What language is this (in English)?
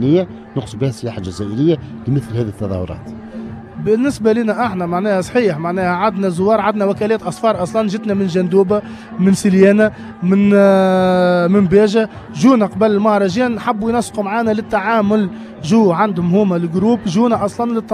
Tunisian Arabic